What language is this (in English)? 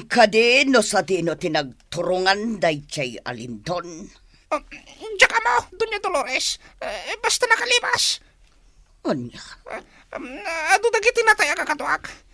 Iloko